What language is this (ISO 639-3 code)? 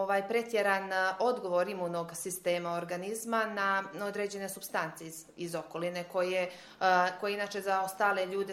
srp